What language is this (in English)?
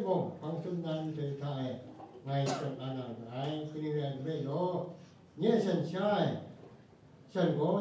Kachin